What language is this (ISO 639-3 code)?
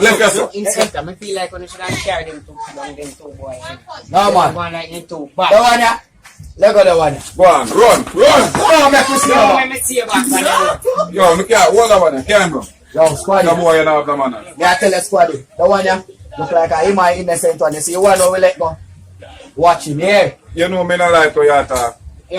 jam